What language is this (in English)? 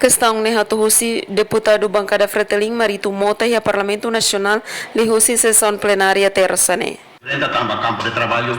Tetum